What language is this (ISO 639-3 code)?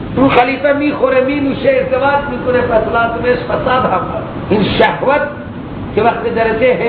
fas